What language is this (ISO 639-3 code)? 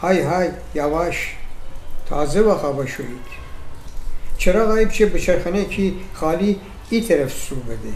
glk